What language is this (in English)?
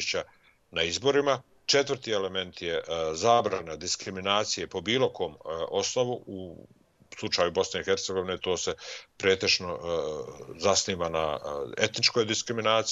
Bosnian